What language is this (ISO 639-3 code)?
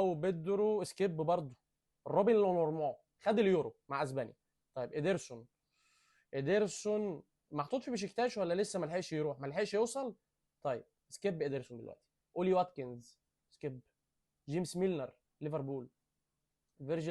arz